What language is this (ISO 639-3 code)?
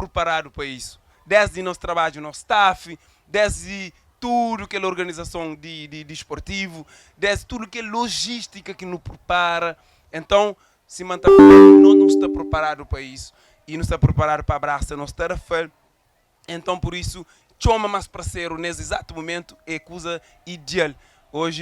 kea